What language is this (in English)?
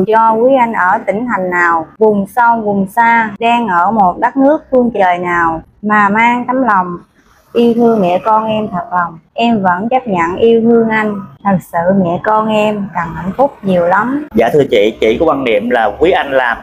Vietnamese